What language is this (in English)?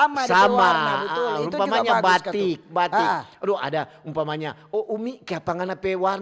Manado Malay